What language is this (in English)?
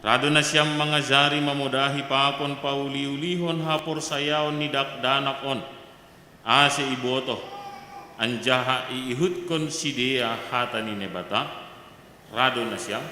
Batak Simalungun